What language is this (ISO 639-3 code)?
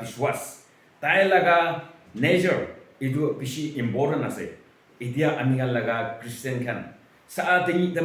nag